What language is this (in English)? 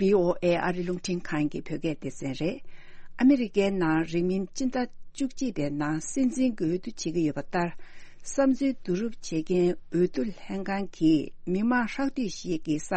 Tibetan